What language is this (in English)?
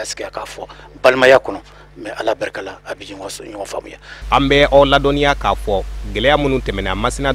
Bambara